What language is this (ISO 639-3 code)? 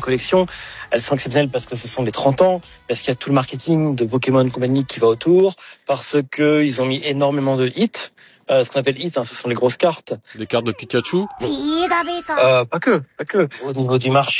fra